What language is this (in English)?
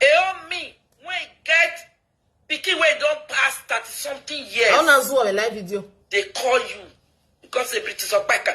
Nigerian Pidgin